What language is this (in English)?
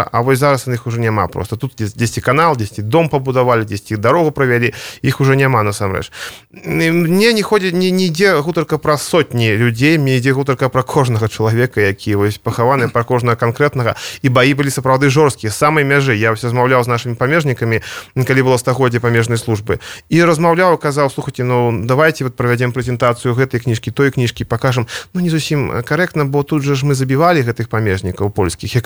Belarusian